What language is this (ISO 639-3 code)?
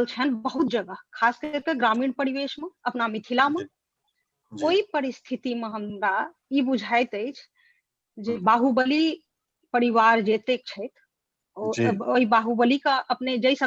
mai